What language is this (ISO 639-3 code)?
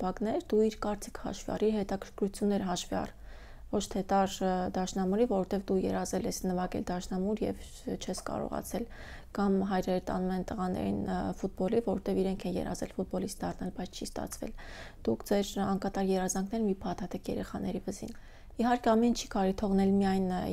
hye